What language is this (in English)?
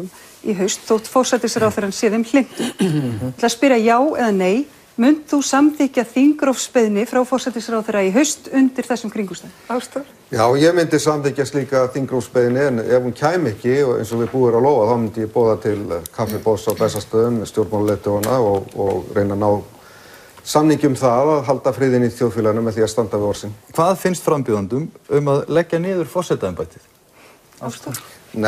Icelandic